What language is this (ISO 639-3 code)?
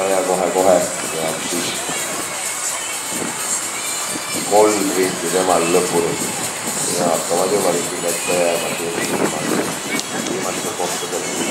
est